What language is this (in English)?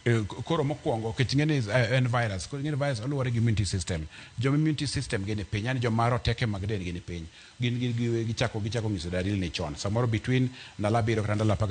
Luo (Kenya and Tanzania)